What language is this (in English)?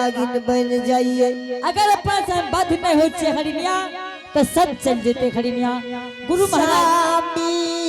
Angika